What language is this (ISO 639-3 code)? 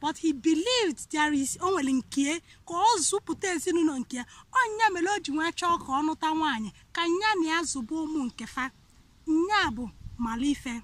ibo